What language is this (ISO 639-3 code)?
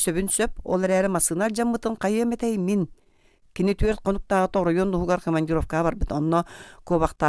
sah